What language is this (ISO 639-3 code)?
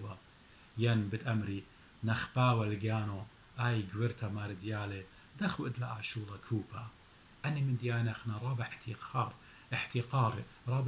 aii